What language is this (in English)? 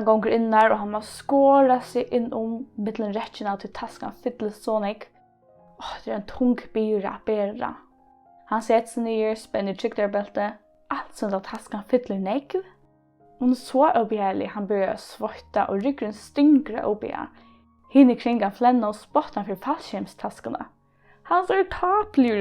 Faroese